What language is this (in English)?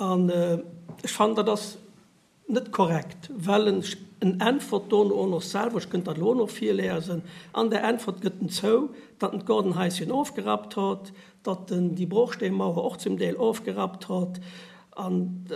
Luxembourgish